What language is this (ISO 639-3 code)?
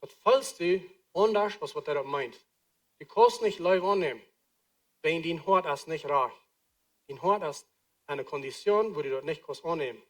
pdt